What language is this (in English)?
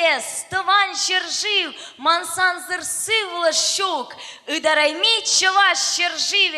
Chuvash